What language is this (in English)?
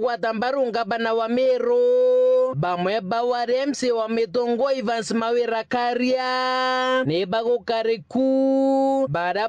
Meru